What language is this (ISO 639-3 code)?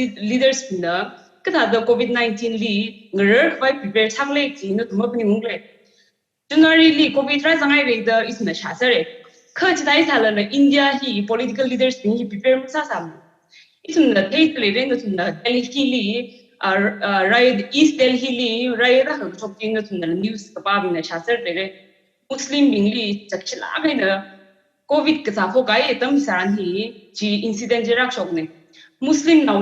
nmf